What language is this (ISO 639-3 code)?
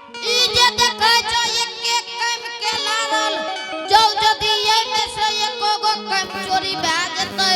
anp